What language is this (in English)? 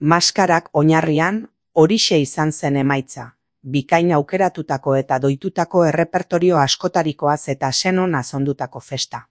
Basque